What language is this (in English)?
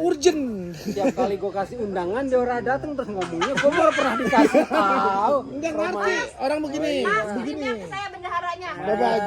Betawi